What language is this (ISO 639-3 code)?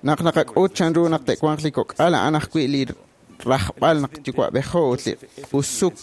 kek